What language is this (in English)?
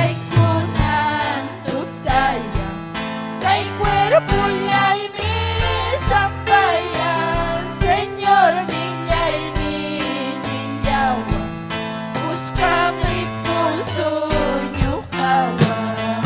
Ayacucho Quechua